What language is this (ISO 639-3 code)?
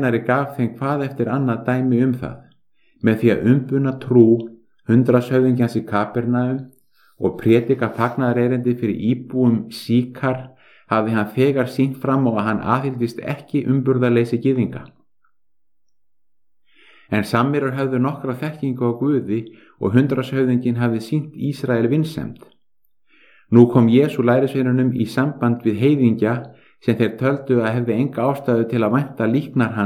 isl